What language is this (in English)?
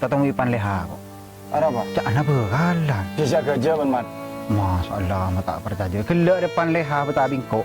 Madurese